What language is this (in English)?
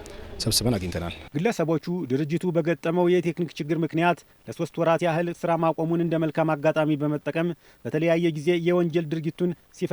Amharic